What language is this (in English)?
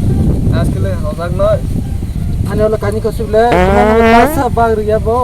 Kok Borok